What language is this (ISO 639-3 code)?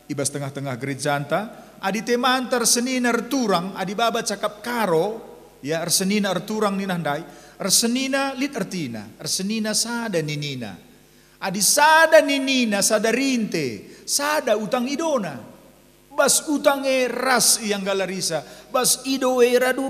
btx